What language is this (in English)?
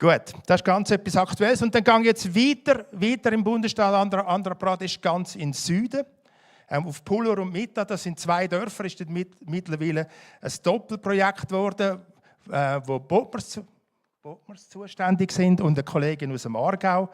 Swiss German